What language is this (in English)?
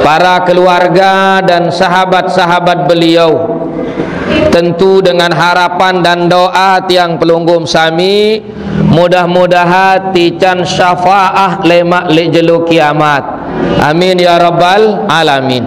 Sasak